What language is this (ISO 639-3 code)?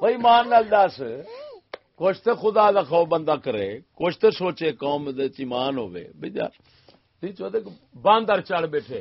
skr